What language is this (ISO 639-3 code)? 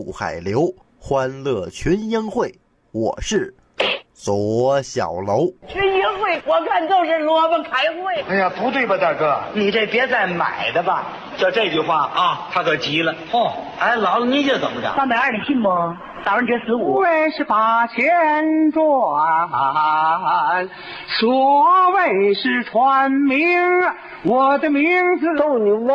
zho